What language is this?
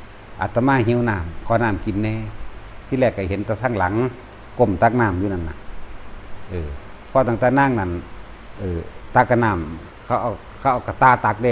Northeastern Thai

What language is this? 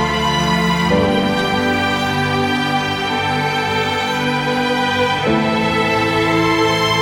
Malay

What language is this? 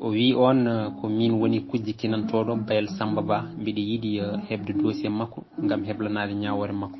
Fula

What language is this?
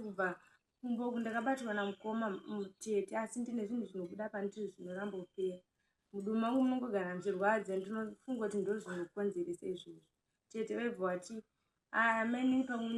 Shona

